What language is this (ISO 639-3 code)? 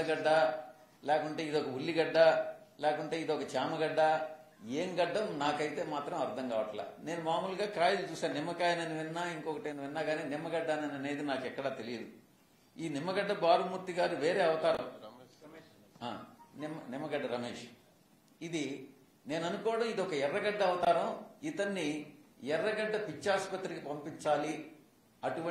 tel